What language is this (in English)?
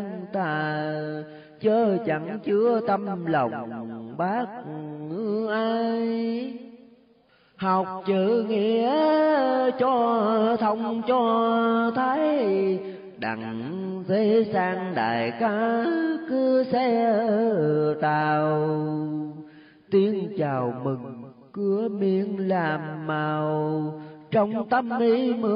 Vietnamese